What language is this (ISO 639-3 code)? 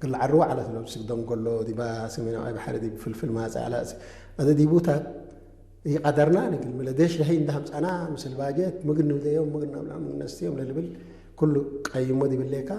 tig